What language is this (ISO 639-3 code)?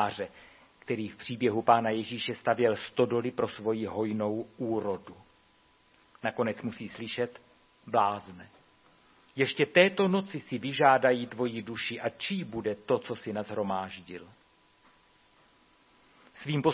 ces